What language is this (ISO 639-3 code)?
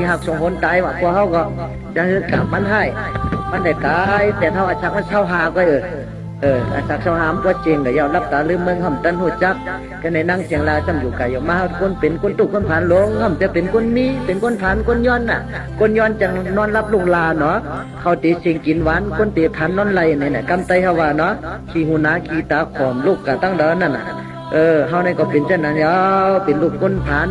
shn